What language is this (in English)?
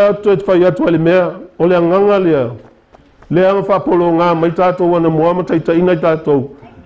Samoan